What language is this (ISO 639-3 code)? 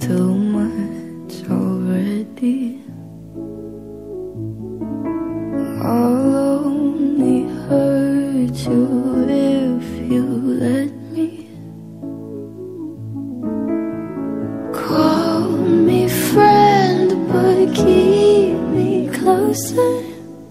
eng